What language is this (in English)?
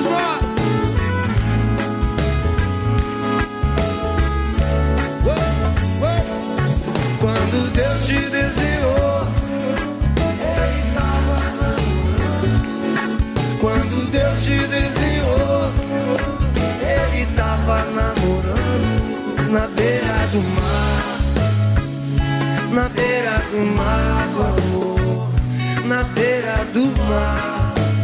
Portuguese